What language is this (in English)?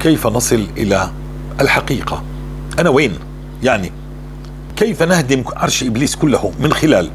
North Levantine Arabic